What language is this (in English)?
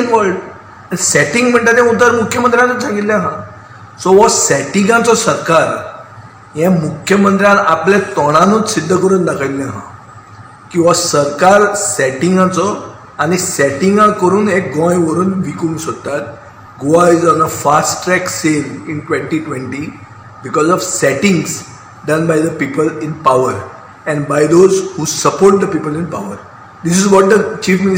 Konkani